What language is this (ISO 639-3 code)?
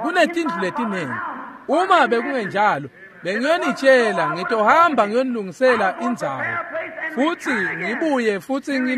ssw